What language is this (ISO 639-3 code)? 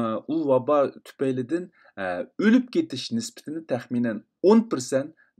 uig